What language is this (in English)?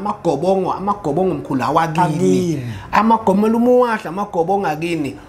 Zulu